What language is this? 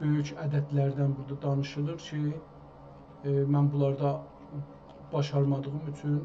South Azerbaijani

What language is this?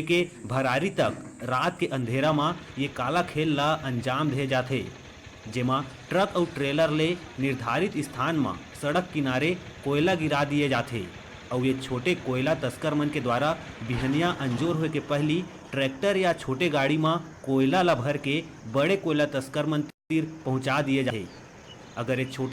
Chhattisgarhi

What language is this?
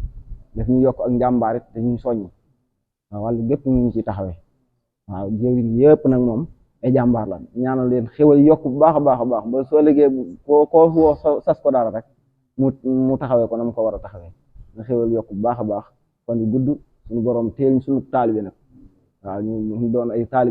Wolof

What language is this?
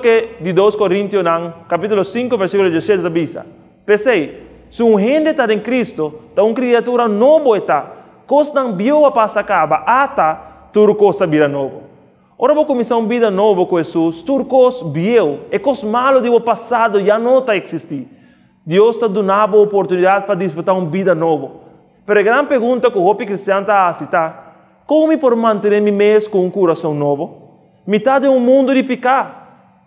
Papiamento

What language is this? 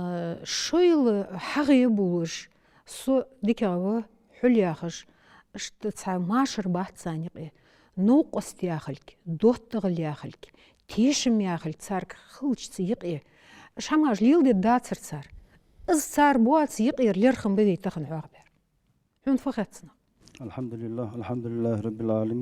Ingush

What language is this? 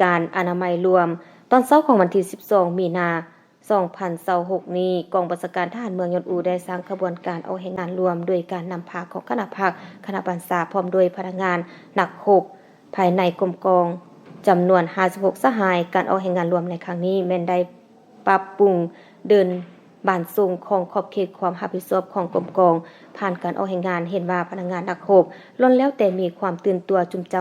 Lao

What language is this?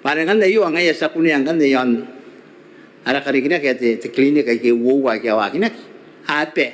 Gilbertese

